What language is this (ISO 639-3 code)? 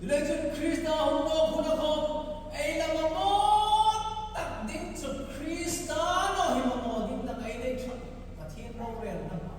hmr